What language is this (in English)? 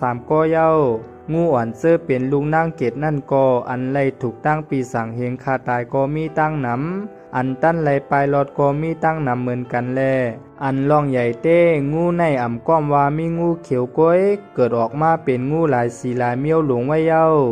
Shan